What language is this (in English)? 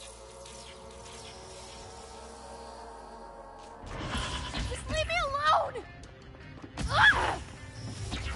English